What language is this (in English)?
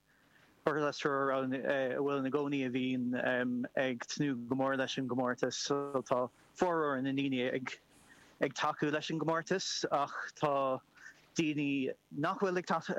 Irish